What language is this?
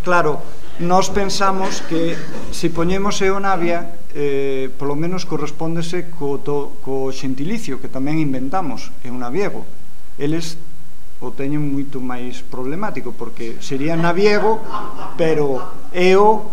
Galician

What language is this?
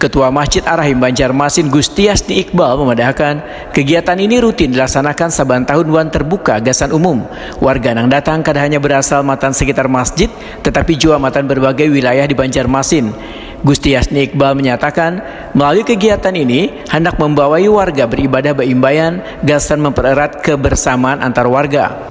Banjar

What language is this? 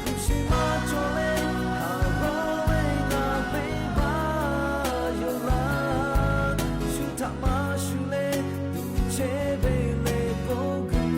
Lahu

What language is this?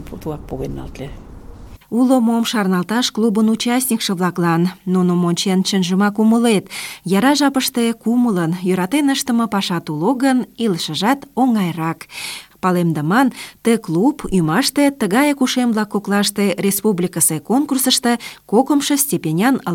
Mari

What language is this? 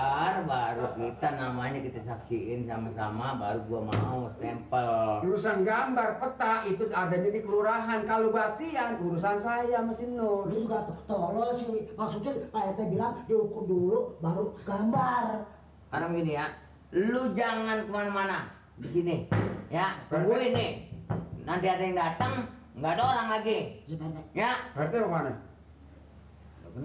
Betawi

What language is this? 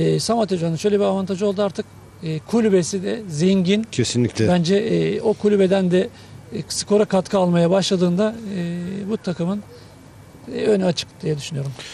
Turkish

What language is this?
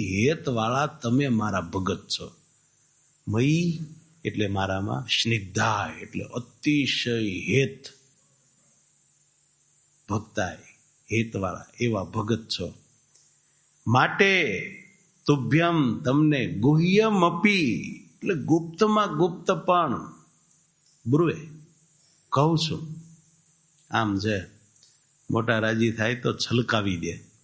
Gujarati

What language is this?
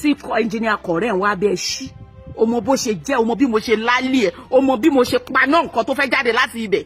Yoruba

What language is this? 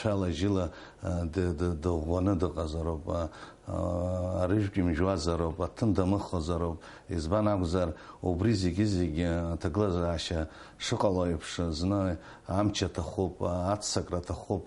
Abkhazian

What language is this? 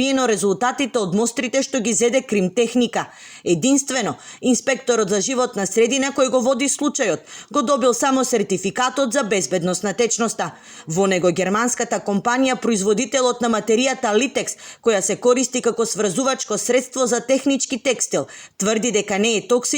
Macedonian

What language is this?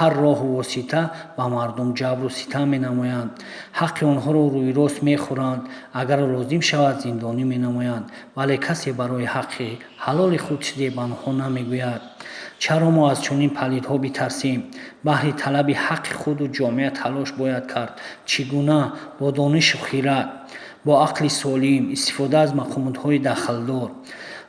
Tajik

